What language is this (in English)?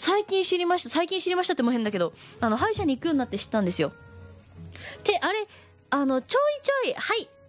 Japanese